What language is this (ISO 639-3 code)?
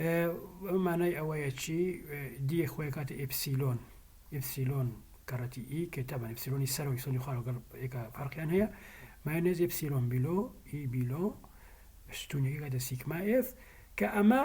ckb